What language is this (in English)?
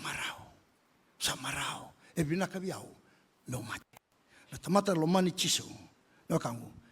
Fijian